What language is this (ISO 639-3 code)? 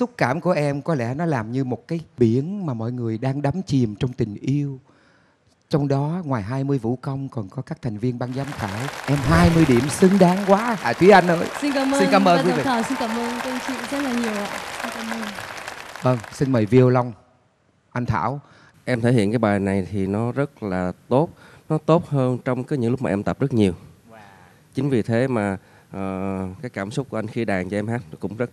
vie